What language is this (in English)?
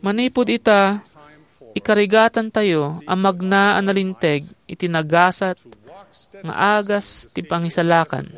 Iloko